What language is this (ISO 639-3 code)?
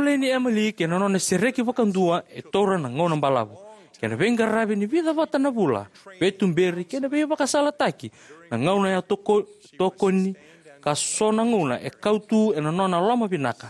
fij